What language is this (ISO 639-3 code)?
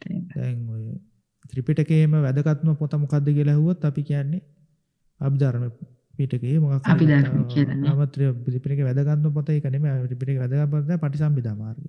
sin